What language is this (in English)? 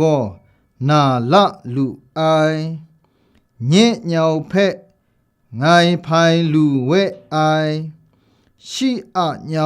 Kachin